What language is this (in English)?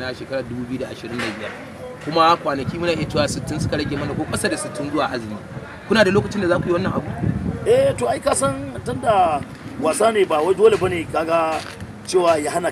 Hausa